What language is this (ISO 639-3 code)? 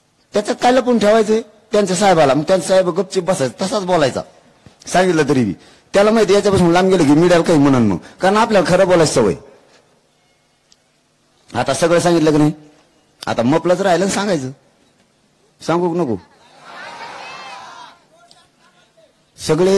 mar